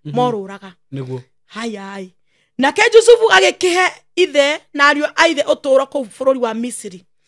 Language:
Kikuyu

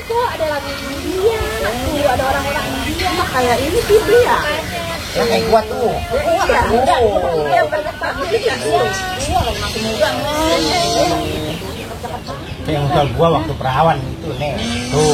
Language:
Betawi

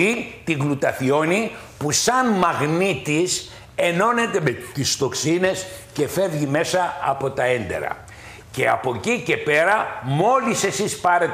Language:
Greek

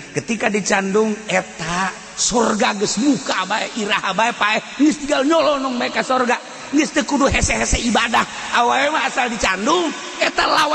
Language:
Sundanese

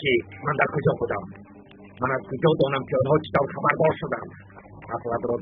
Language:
Tajik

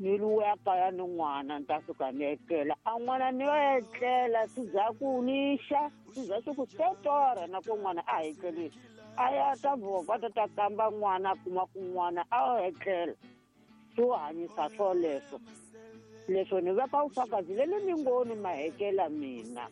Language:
Tsonga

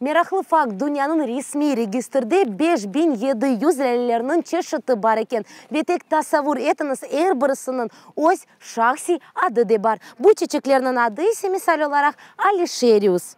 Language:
Crimean Tatar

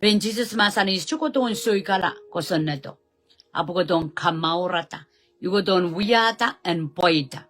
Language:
Pohnpeian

